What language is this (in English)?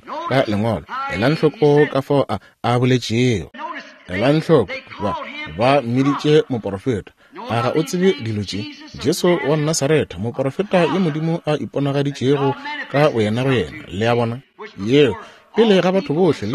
Northern Sotho